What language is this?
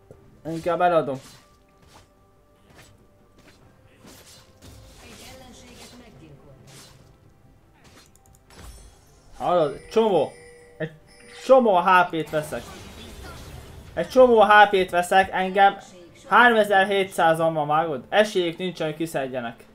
Hungarian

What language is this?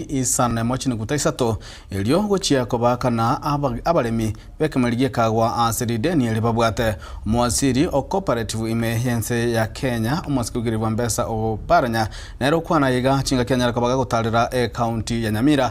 Gusii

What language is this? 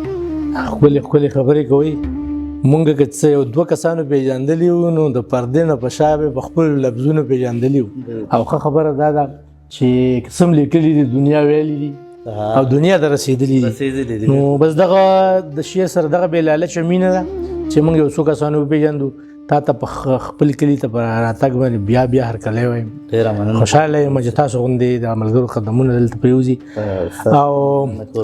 Pashto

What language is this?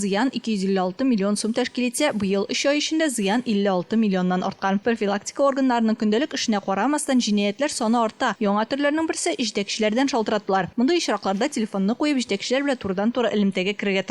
Tatar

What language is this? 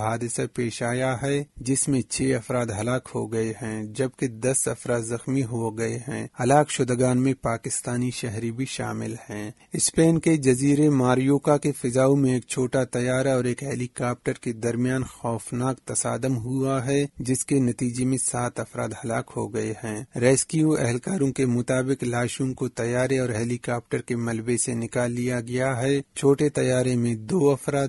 Urdu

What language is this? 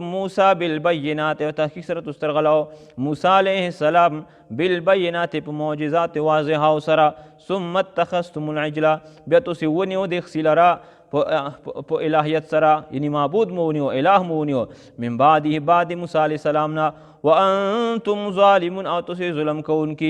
Pashto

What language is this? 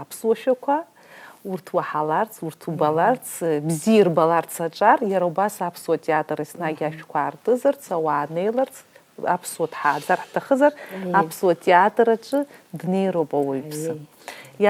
Abkhazian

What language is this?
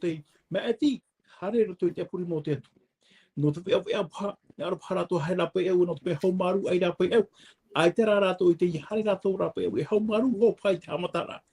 Tahitian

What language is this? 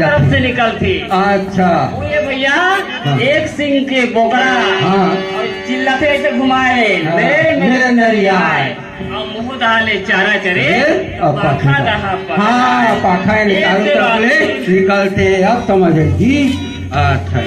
Chhattisgarhi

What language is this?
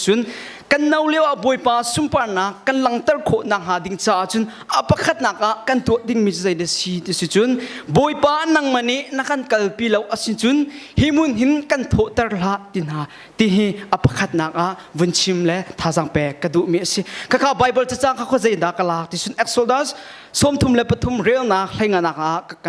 Hakha Chin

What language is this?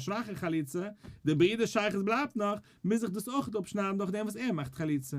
Yiddish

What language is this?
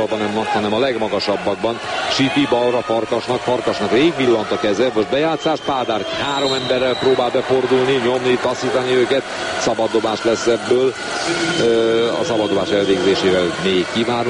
Hungarian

